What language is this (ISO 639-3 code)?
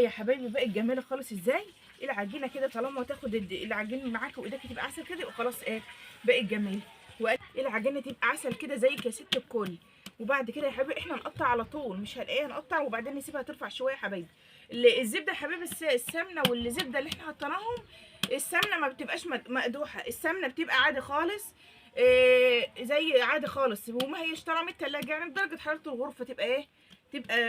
arz